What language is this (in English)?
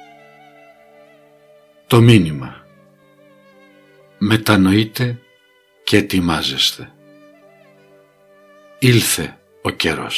Greek